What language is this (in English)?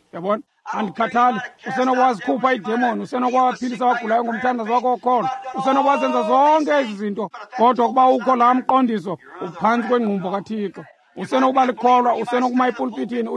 Xhosa